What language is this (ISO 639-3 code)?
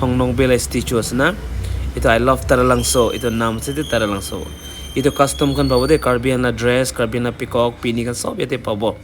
nag